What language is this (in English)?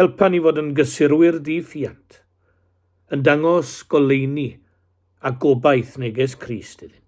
Welsh